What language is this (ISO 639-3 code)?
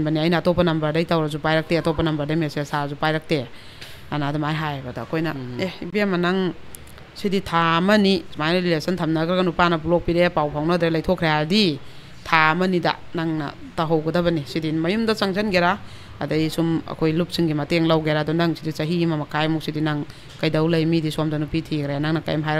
mni